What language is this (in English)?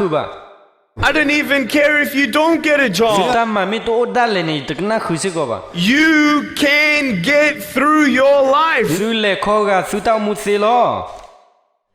S'gaw Karen